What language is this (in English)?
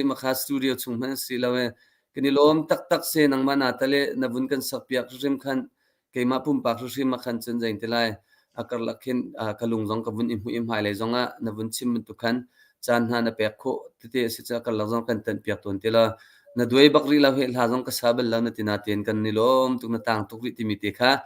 Hakha Chin